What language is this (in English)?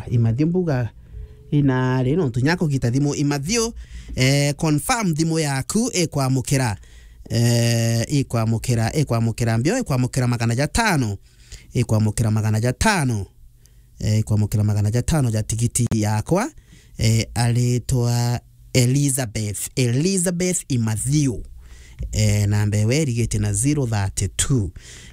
Meru